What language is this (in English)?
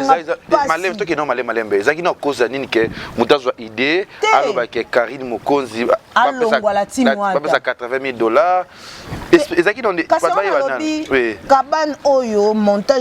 Lingala